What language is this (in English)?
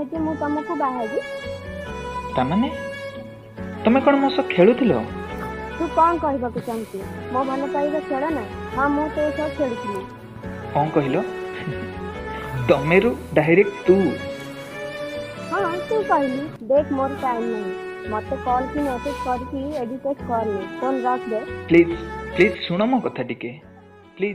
Odia